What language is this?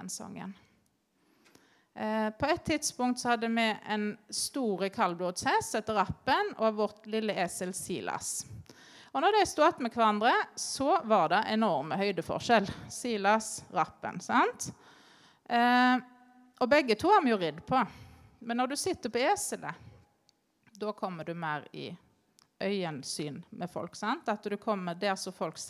Norwegian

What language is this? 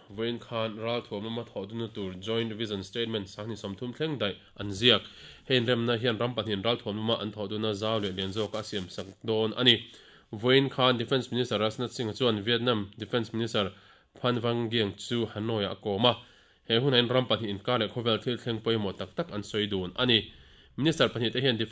Mizo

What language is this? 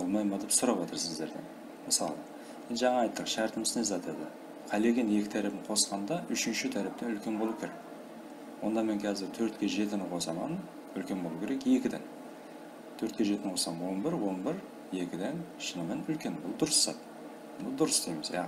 Kara-Kalpak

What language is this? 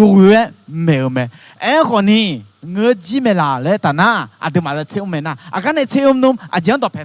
Akha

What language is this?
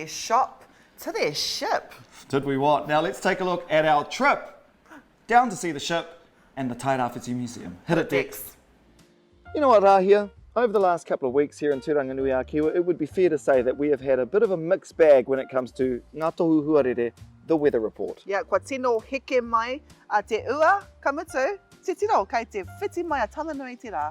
Māori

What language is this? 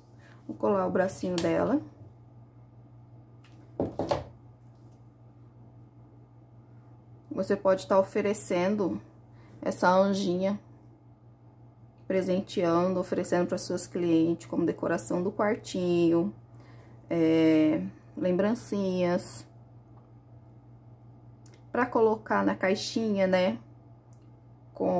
Portuguese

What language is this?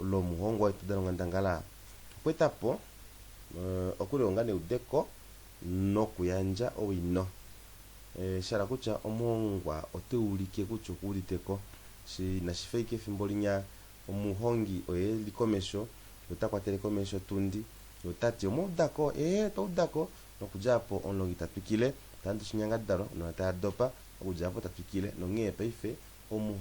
Kuanyama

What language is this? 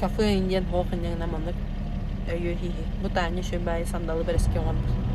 Yakut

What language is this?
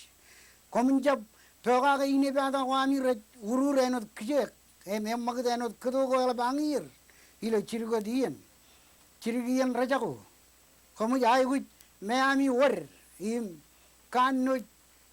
Marshallese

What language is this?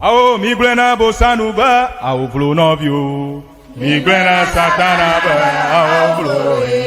Ewe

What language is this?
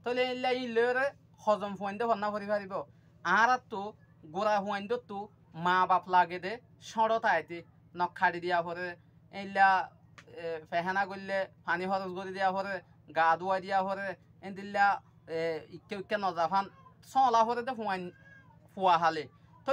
Rohingya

